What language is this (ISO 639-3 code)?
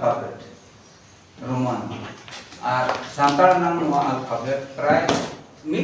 sat